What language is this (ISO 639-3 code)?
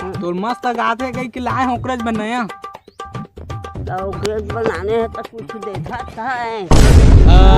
hne